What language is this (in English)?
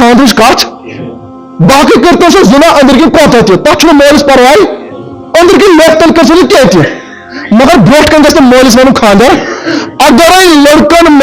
Kashmiri